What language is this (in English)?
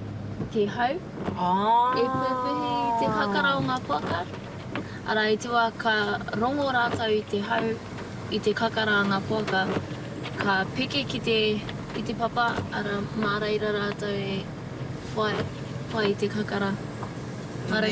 Māori